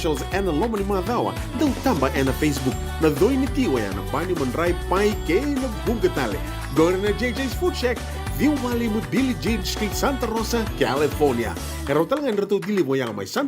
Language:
Fijian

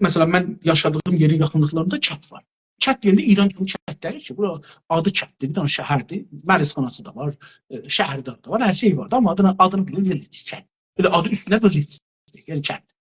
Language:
South Azerbaijani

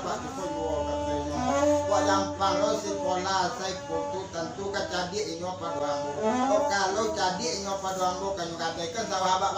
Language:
Minangkabau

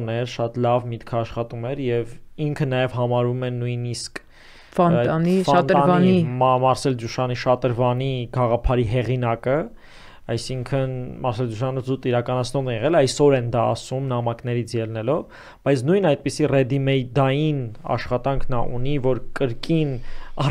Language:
Armenian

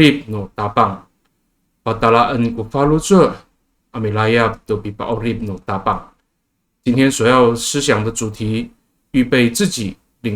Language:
Amis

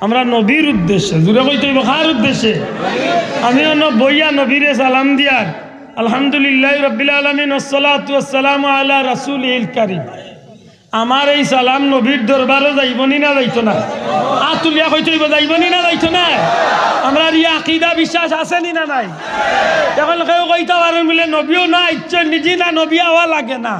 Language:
Sylheti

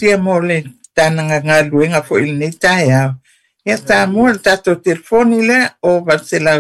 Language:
Samoan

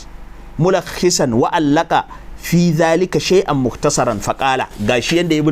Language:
Hausa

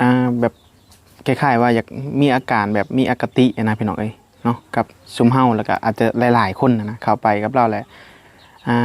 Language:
Northeastern Thai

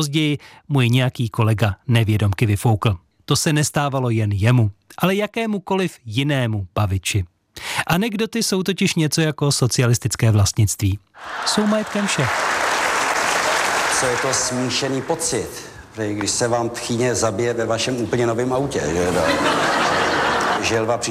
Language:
Czech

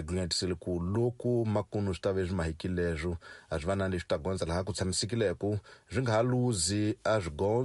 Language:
Tsonga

